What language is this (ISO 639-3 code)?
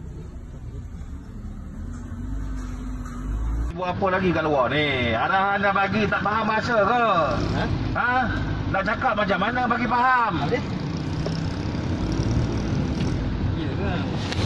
msa